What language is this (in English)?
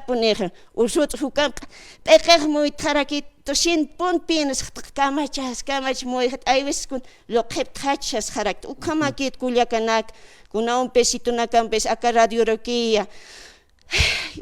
Aymara